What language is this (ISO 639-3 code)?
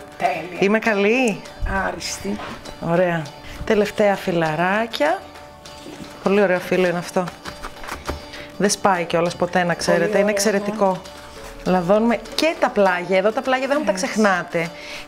ell